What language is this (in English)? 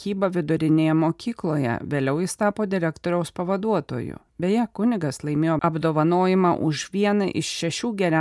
Lithuanian